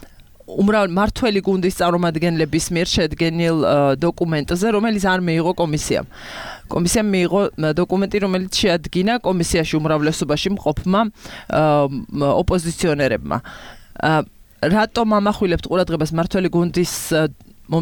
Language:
Georgian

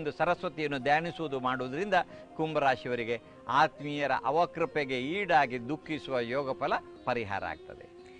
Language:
Kannada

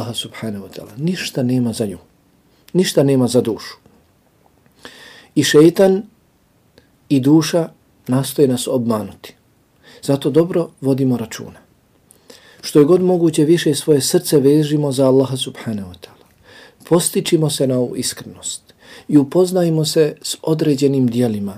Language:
Bosnian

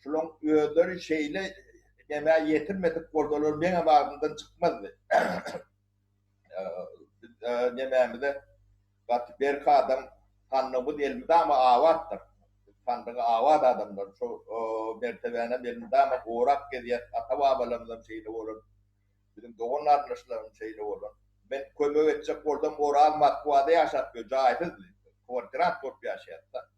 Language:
Turkmen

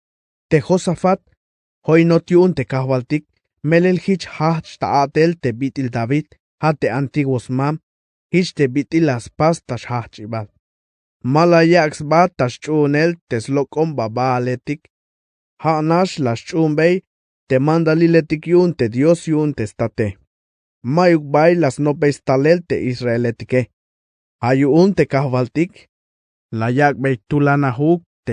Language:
Tzeltal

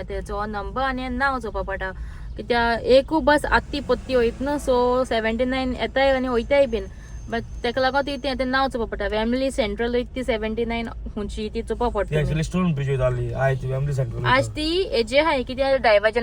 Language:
Konkani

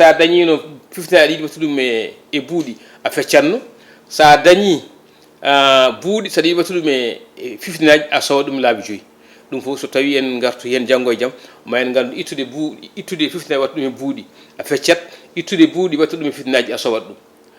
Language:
Fula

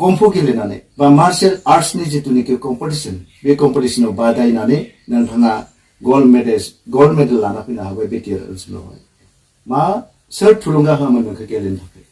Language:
Bodo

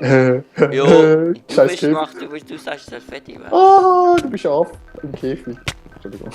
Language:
Swiss German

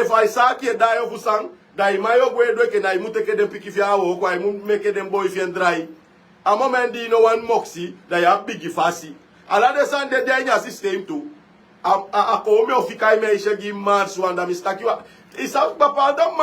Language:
Sranan Tongo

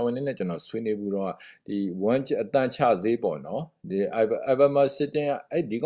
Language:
Burmese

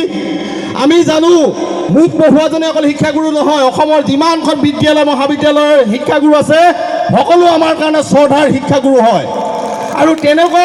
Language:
Assamese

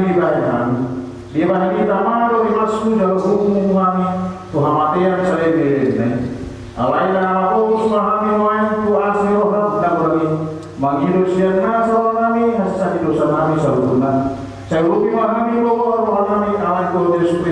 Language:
Batak Toba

